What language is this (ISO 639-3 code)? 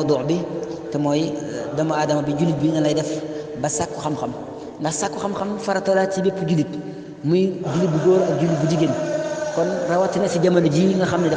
wol